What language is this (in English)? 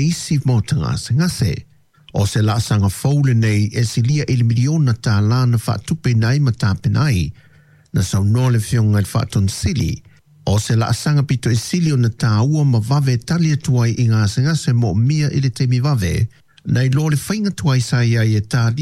Samoan